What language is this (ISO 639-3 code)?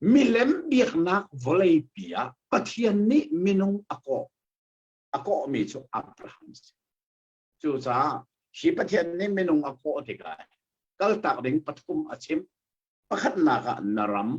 cnh